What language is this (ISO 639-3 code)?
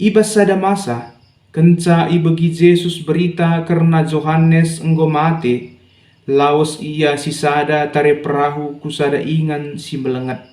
btx